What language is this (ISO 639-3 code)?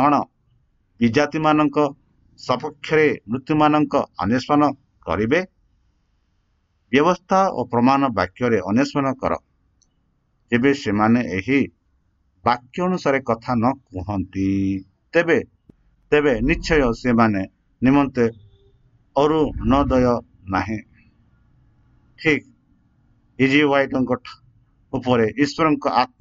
ori